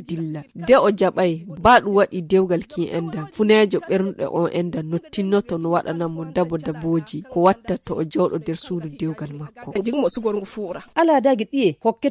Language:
Nigerian Fulfulde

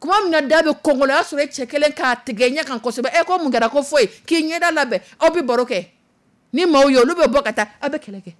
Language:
Dyula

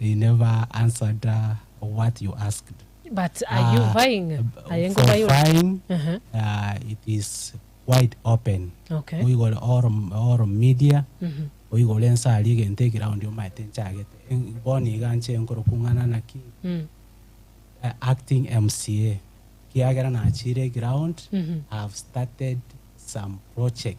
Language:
Gusii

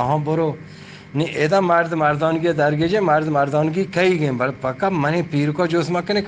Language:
Baluchi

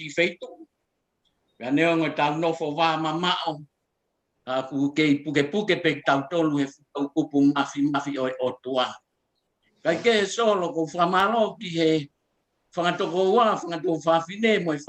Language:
Tongan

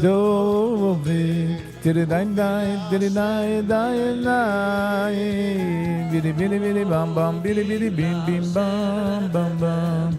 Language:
Yiddish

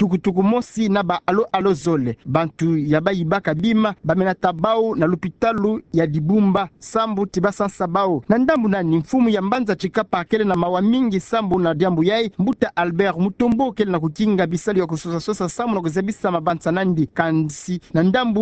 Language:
Kituba (Democratic Republic of Congo)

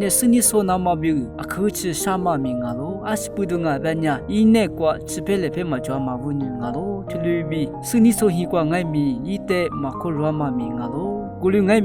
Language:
Lisu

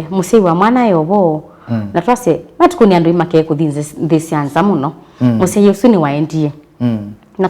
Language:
Kamba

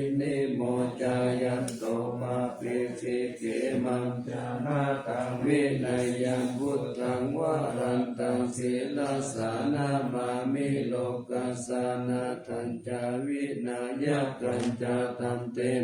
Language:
Pali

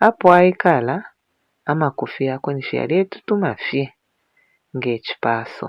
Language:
Bemba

